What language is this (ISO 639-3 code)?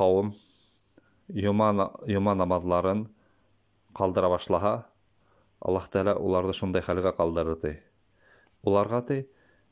bak